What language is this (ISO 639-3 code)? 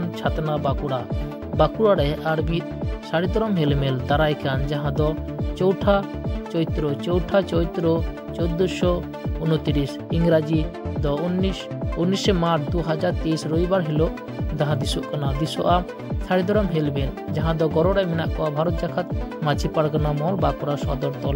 sat